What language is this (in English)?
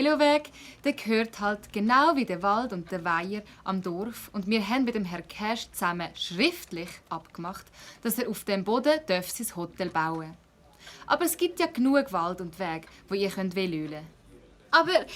Swiss German